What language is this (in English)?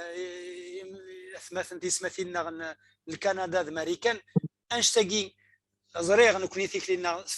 Kabyle